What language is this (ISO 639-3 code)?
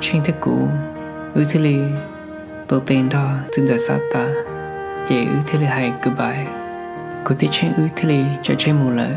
hmn